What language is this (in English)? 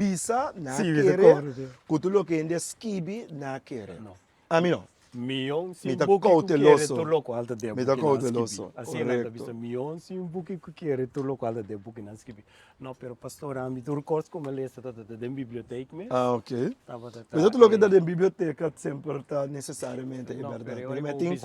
Papiamento